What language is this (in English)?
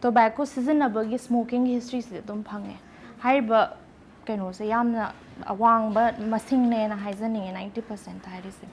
Manipuri